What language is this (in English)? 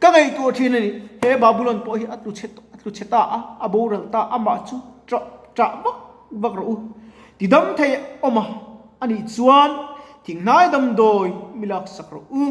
Mizo